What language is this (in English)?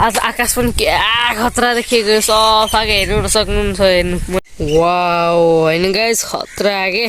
Nepali